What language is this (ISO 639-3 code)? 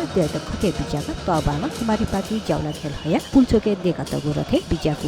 new